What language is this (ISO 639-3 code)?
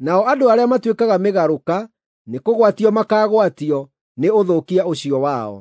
kik